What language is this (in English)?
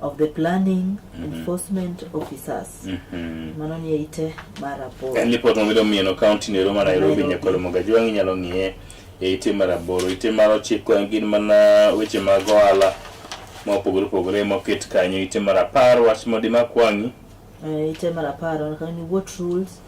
Luo (Kenya and Tanzania)